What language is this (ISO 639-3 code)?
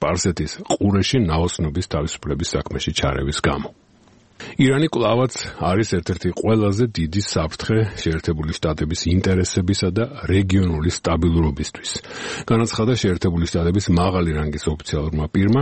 kat